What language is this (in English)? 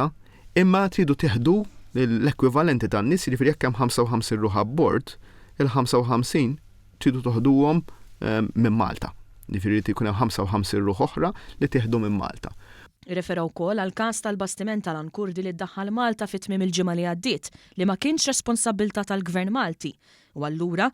Maltese